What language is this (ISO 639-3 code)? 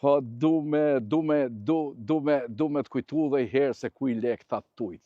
sqi